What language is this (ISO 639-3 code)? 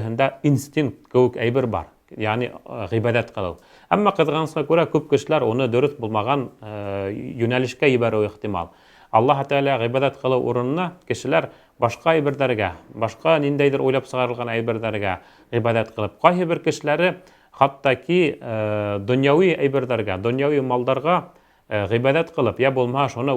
bak